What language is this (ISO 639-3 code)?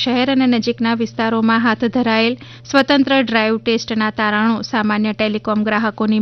guj